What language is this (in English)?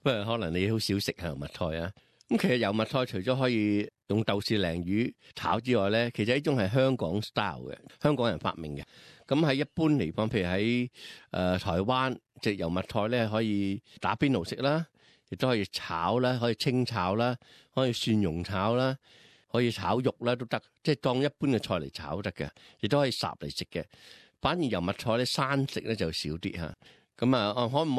Cantonese